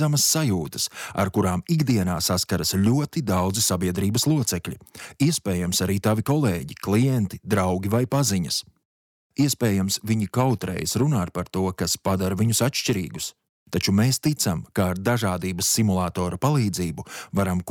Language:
Latvian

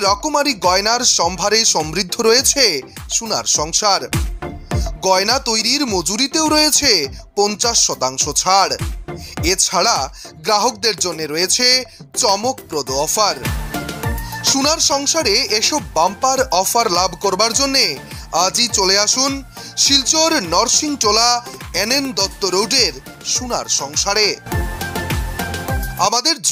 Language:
Bangla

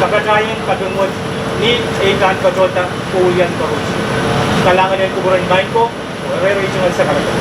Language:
Pohnpeian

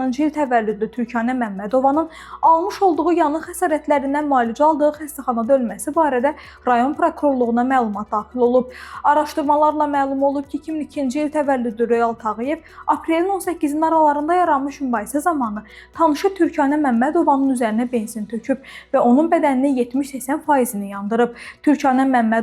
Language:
Azerbaijani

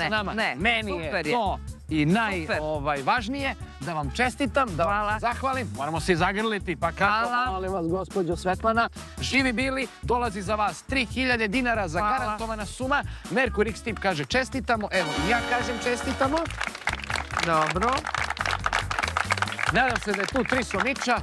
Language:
Serbian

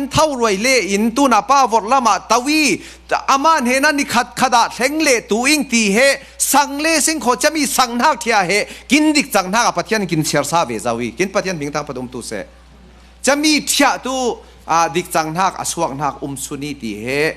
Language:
Falam Chin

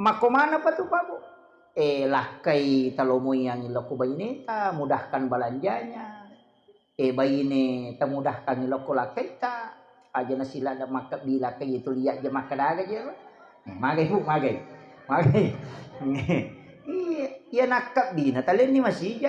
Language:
Buginese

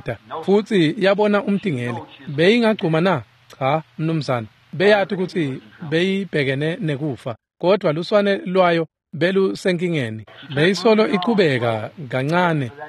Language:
Swati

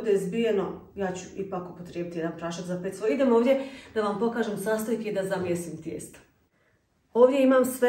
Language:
Croatian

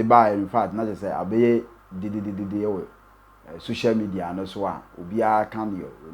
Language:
Akan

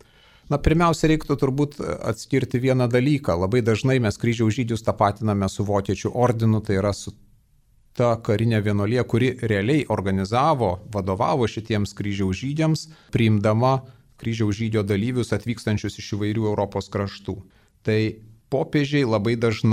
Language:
Lithuanian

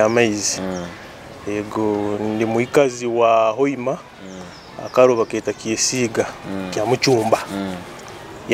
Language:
Nyoro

